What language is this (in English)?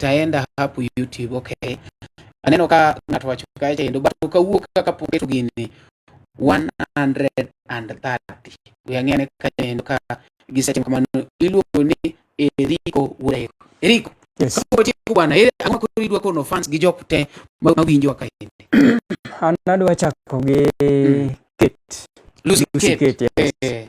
Luo (Kenya and Tanzania)